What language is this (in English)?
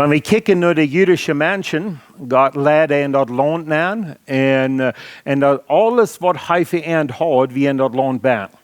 Plautdietsch